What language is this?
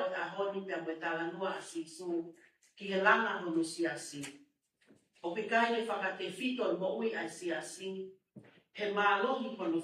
Tongan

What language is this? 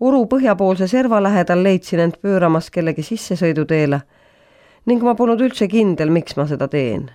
Estonian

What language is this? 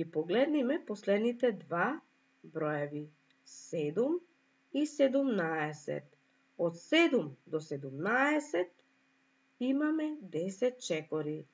Macedonian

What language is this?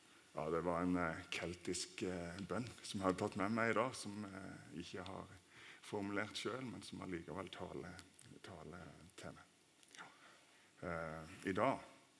Norwegian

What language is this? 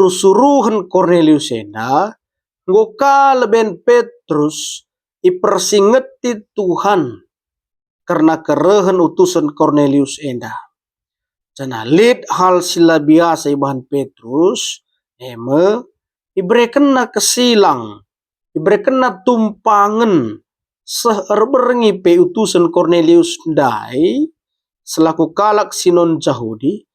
Batak Karo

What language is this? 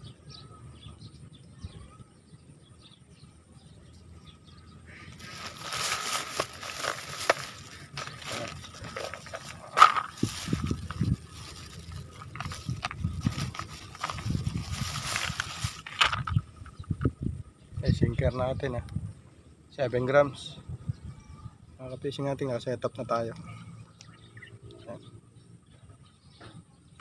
Filipino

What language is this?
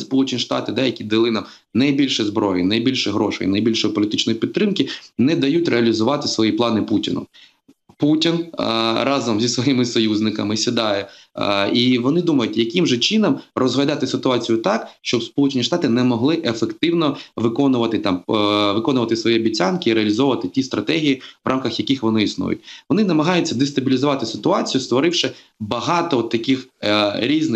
Ukrainian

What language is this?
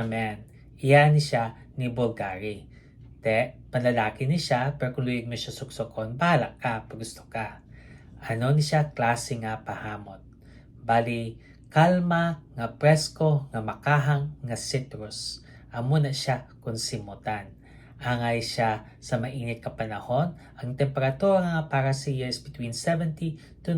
Hiligaynon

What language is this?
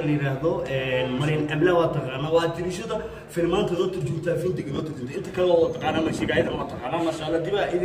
Somali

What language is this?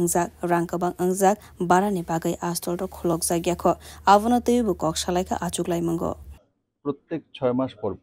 Kok Borok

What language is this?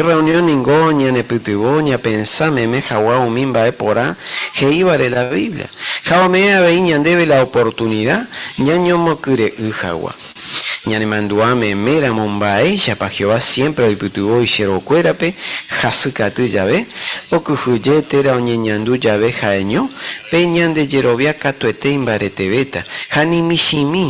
Guarani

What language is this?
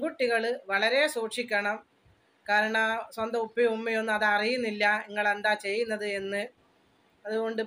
Malayalam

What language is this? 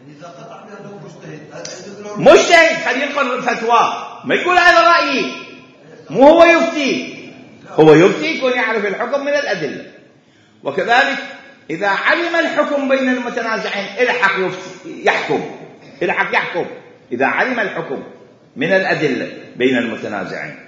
Mesopotamian Arabic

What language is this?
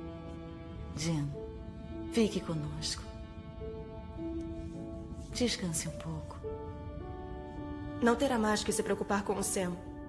Portuguese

